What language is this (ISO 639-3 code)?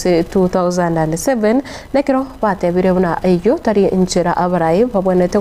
guz